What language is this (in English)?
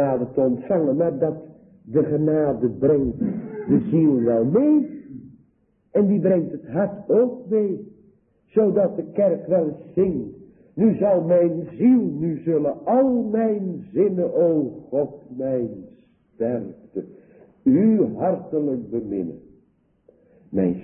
Dutch